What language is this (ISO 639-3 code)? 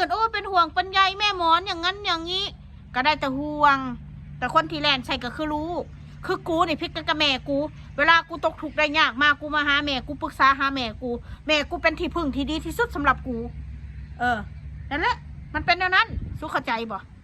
tts